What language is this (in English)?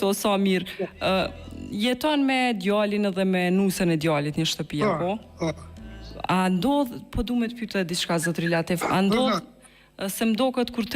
Albanian